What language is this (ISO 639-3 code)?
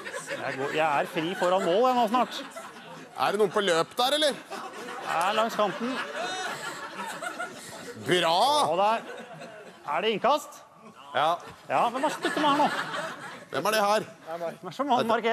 nor